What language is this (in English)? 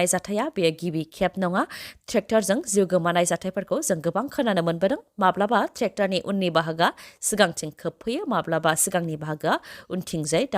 Bodo